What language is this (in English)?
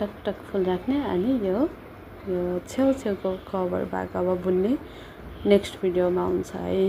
Nepali